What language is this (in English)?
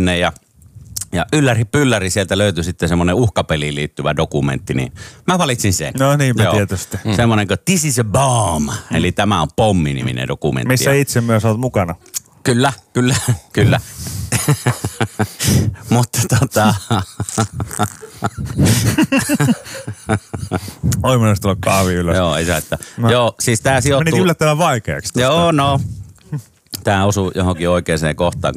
Finnish